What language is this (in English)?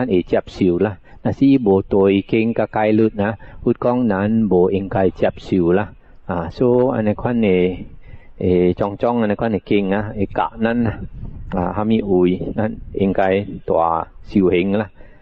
Min Nan Chinese